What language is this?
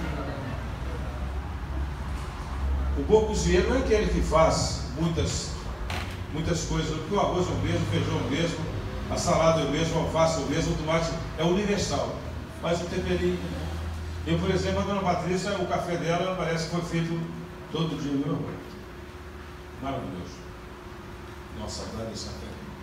Portuguese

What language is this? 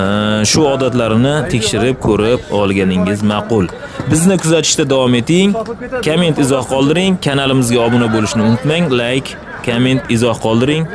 Uzbek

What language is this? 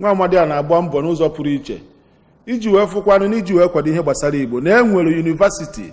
Igbo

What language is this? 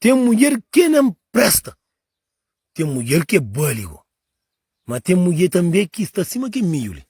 Kabuverdianu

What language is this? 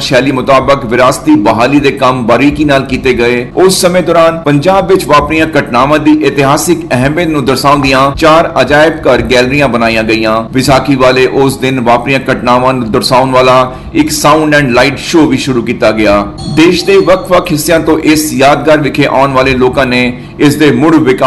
Punjabi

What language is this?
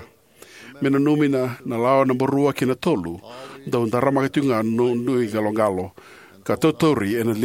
Fijian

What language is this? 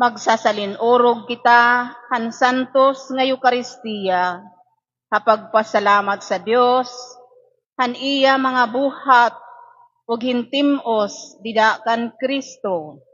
Waray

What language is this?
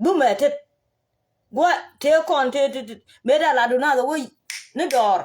Nuer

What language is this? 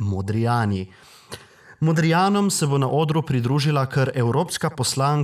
Slovenian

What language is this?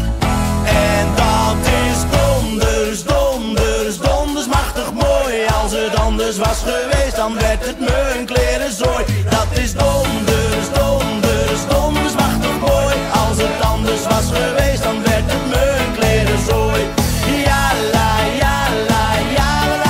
Dutch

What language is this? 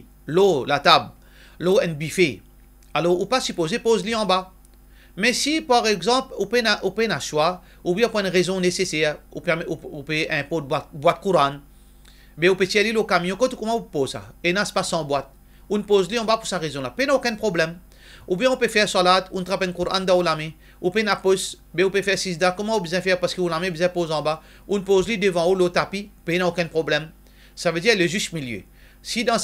Morisyen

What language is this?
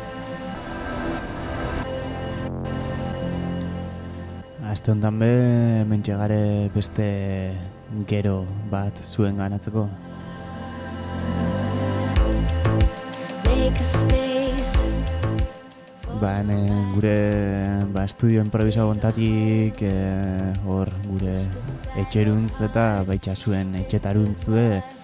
Basque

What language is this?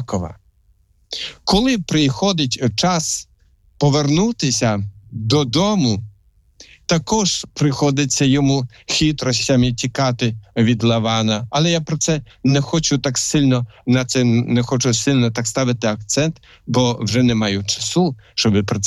Ukrainian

